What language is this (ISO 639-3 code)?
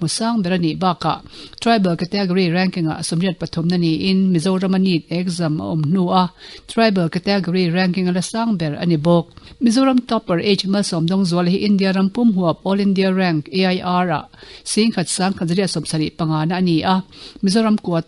lus